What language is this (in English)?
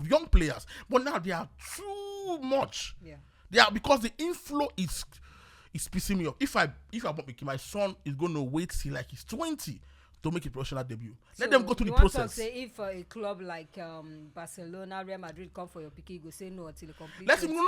Nigerian Pidgin